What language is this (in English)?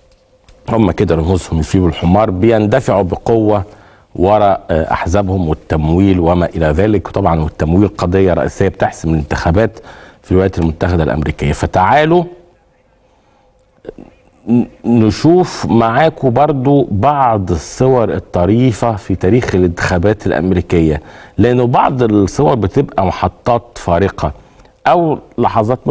Egyptian Arabic